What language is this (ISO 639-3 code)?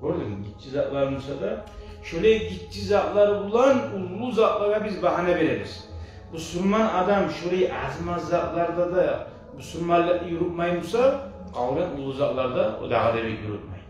kum